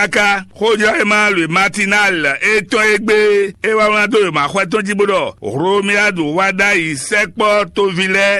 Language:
Fon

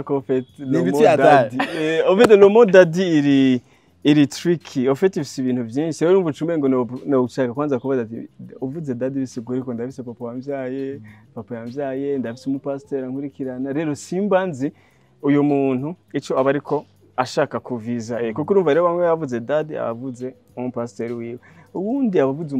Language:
Rundi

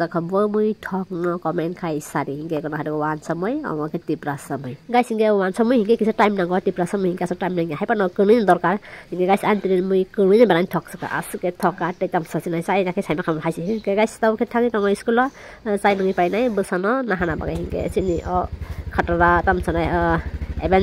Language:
Kok Borok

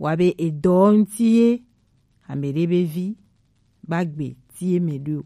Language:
Gen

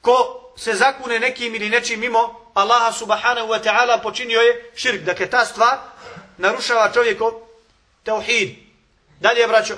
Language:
Bosnian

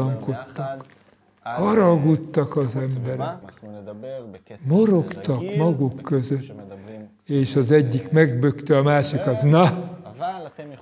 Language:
Hungarian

